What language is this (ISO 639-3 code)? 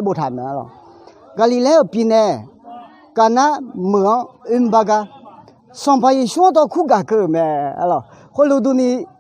ahk